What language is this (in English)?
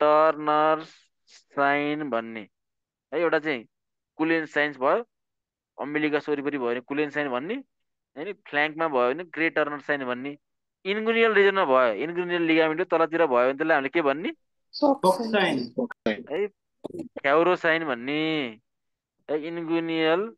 Nepali